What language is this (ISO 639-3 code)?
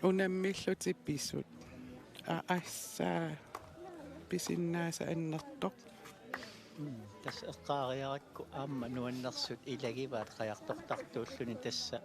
kal